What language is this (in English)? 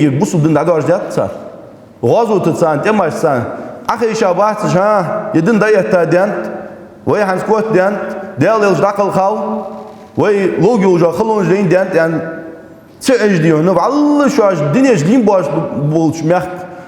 Ingush